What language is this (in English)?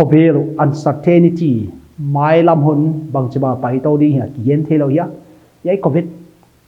Paite Chin